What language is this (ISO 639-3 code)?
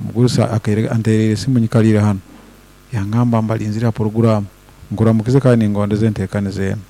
nyo